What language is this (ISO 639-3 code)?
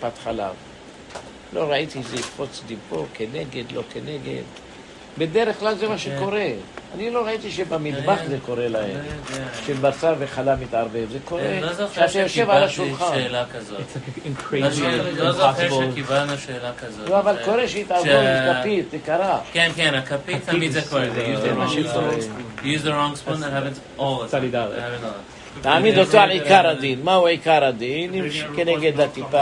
heb